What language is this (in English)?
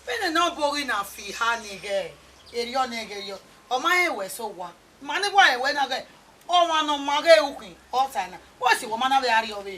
Bini